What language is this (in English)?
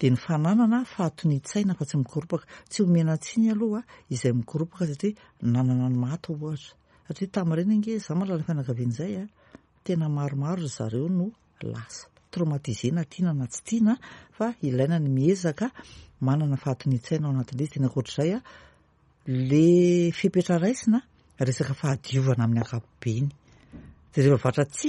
Malagasy